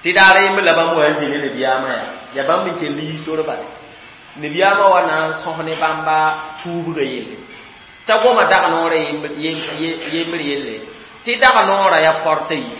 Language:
Mossi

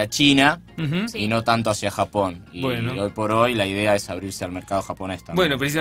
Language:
Spanish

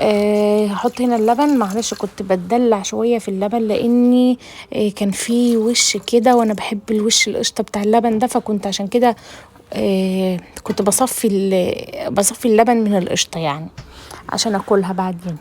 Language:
Egyptian Arabic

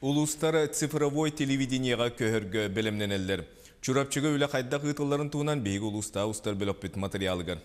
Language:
Yakut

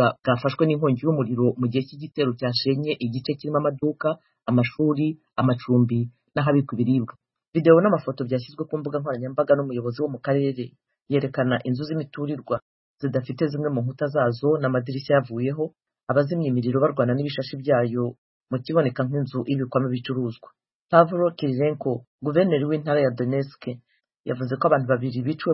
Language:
Kinyarwanda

